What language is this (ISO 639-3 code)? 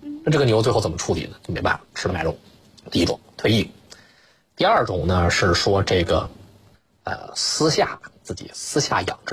zho